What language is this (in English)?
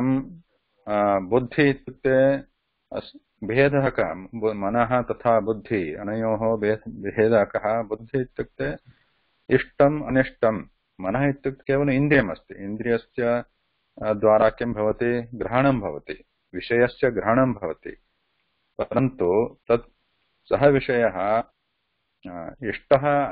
Sanskrit